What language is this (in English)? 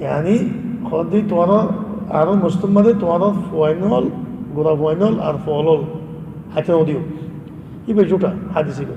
Rohingya